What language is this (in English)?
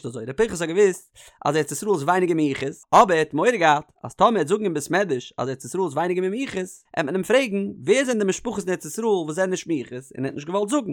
Yiddish